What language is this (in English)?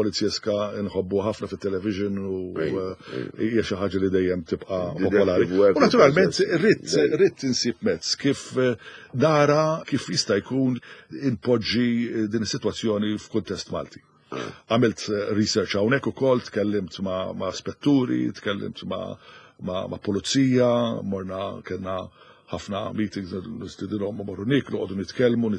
Maltese